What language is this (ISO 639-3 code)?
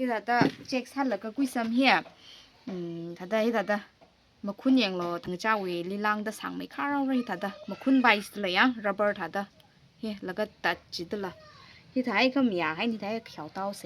nmf